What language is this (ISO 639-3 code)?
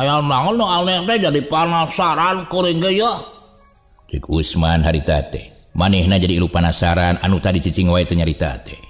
sun